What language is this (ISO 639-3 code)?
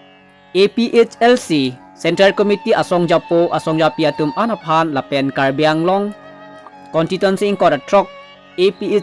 mjw